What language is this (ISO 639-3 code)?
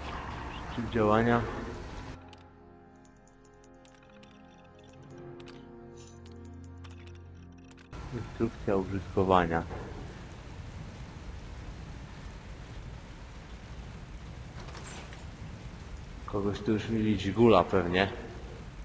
pol